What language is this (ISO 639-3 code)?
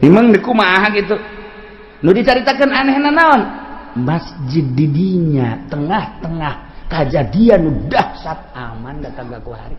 sun